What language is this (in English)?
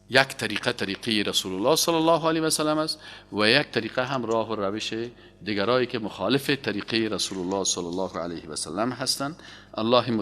Persian